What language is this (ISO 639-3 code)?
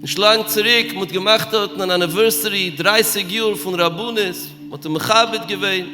yid